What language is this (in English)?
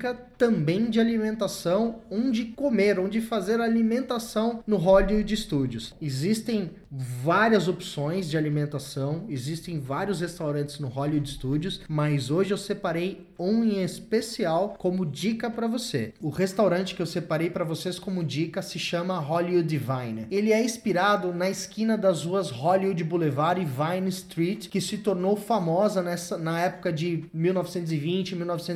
Portuguese